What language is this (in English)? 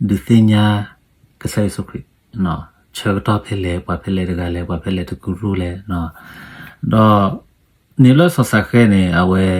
S'gaw Karen